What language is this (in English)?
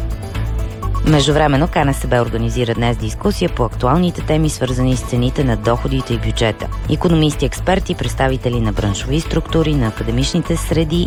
Bulgarian